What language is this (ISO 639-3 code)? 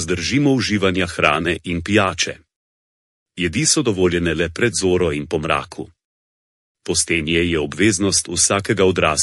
slv